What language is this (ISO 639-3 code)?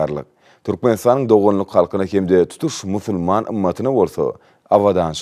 tuk